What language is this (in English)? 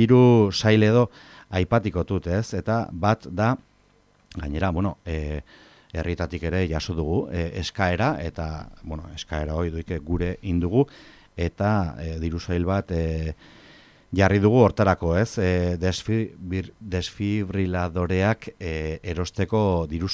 Basque